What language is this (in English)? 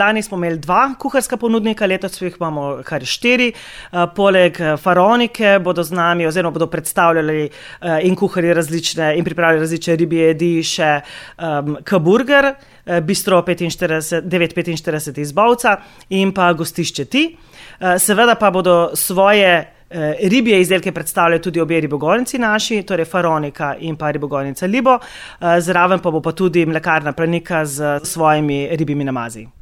Slovenian